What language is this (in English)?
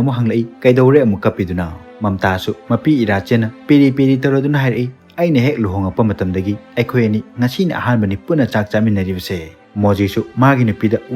Manipuri